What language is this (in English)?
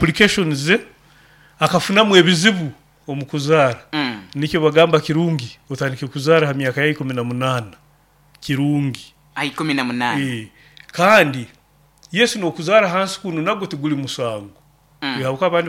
Nyoro